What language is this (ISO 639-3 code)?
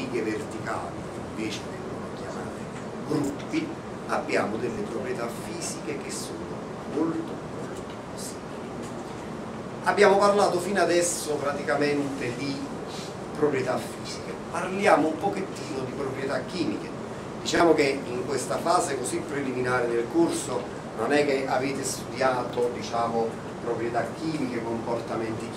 ita